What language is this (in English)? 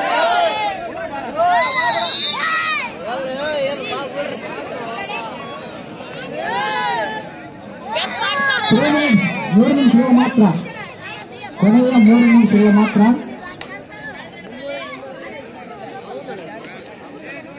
Kannada